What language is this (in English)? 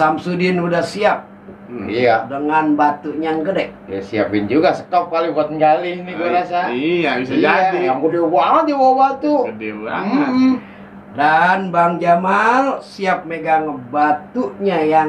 Betawi